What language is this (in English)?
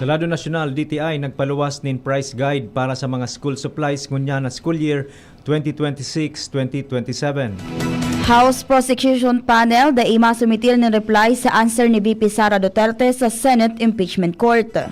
Bikol